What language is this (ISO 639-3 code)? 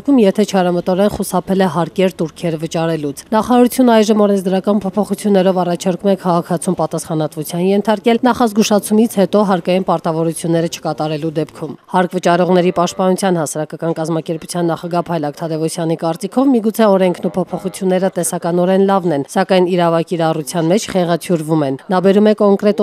hye